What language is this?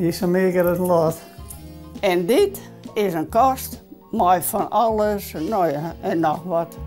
Western Frisian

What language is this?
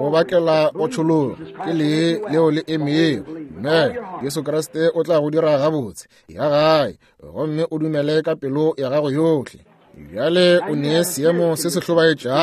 Northern Sotho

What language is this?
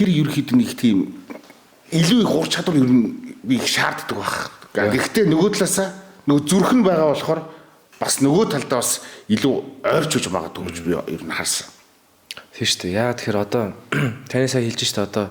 Mongolian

